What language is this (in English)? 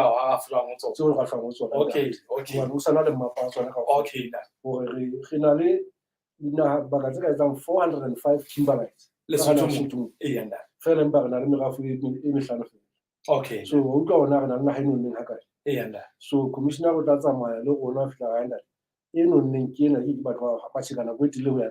Southern Sotho